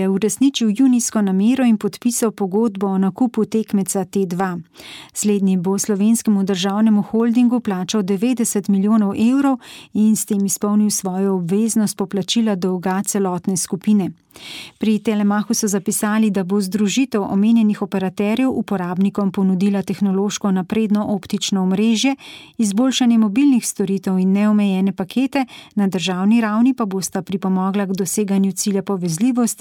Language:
Slovenian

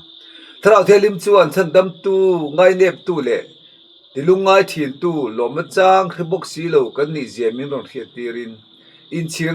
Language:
Mizo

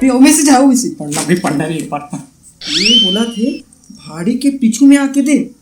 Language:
Chhattisgarhi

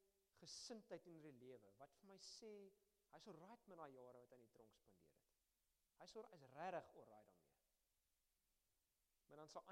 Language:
Afrikaans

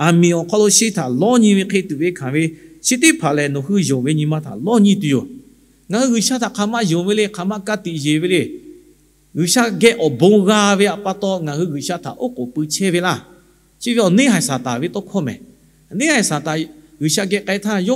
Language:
Lahu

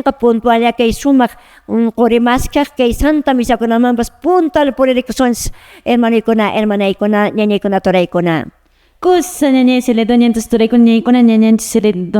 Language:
Quechua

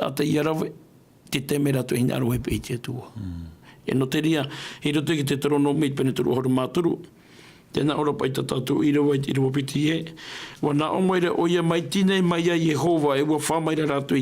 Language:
Tahitian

